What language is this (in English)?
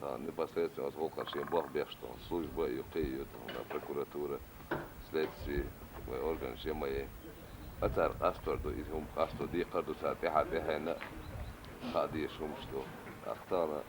Chechen